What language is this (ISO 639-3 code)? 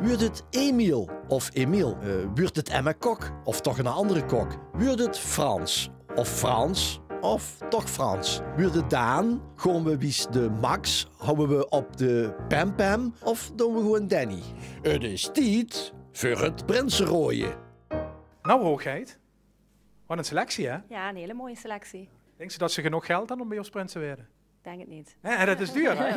lim